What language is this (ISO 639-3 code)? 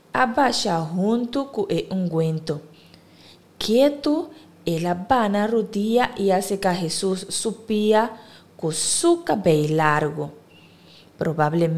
pap